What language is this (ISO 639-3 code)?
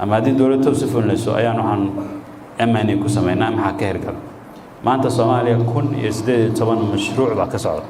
som